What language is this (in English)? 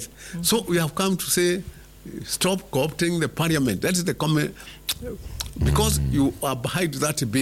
Swahili